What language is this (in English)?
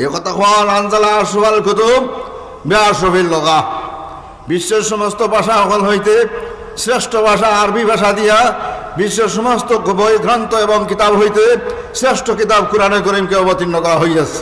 Sylheti